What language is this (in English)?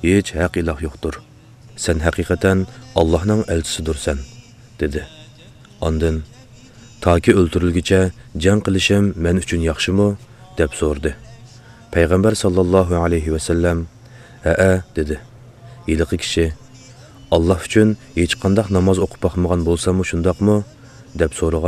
Uyghur